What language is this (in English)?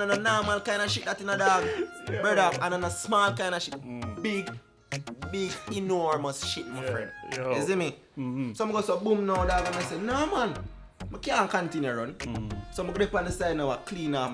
Jamaican Creole English